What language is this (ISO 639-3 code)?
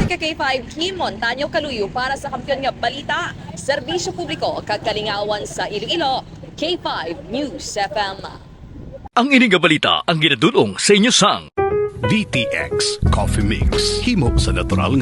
hil